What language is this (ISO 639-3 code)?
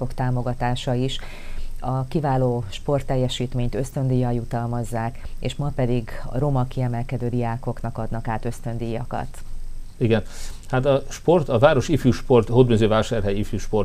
hun